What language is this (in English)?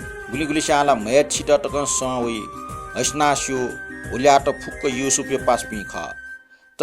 Newari